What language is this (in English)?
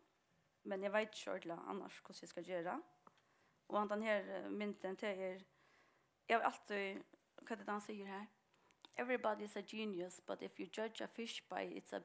Faroese